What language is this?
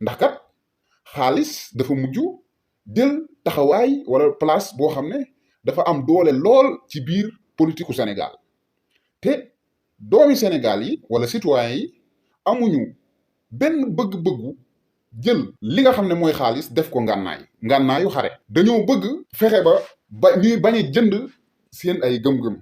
Wolof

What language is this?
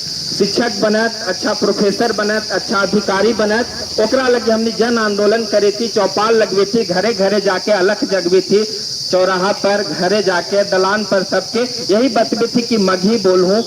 Magahi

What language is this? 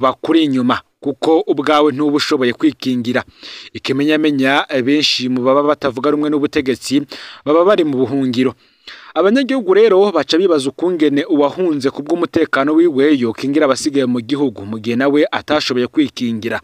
Rundi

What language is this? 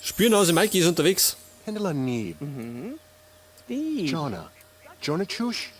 Bavarian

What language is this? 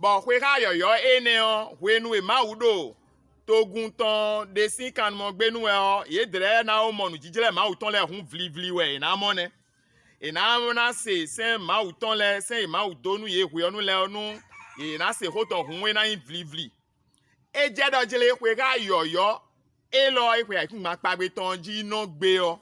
Fon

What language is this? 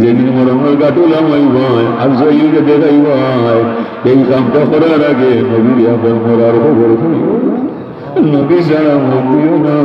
Sylheti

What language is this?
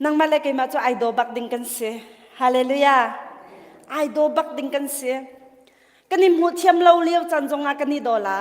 Hakha Chin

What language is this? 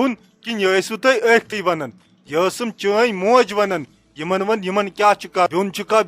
Kashmiri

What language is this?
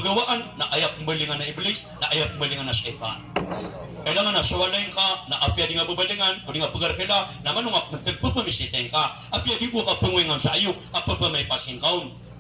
Maranao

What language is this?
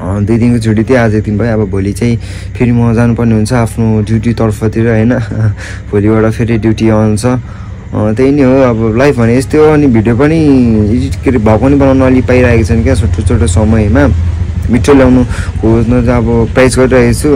Nepali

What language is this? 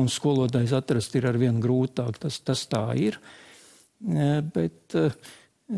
Latvian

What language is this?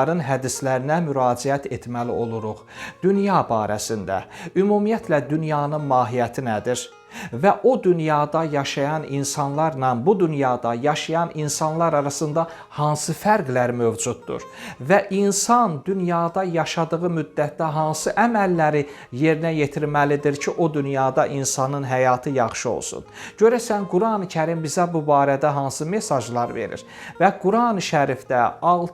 Azerbaijani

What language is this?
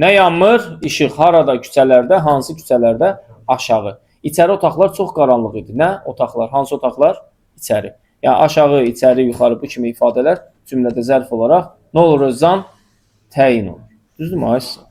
Azerbaijani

